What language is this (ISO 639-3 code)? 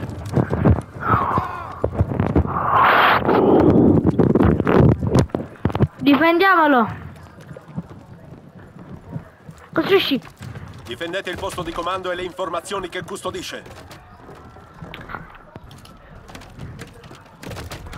ita